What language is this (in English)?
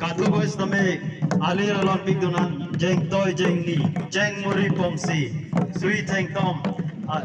Karbi